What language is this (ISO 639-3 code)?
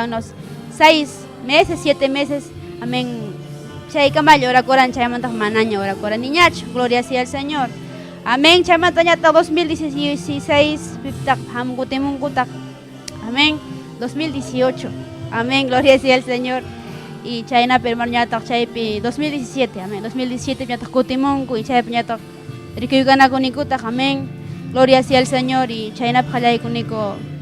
quy